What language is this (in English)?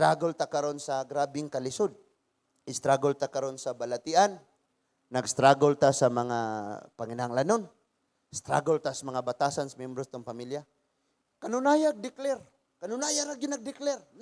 Cebuano